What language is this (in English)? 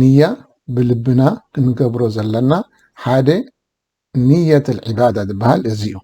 Tigrinya